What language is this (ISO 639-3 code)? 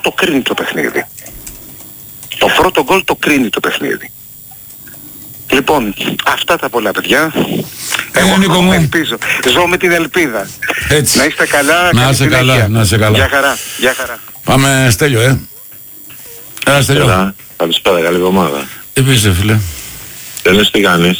ell